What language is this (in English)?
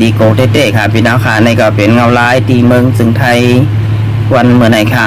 Shan